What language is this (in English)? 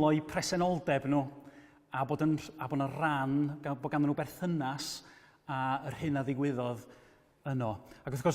Welsh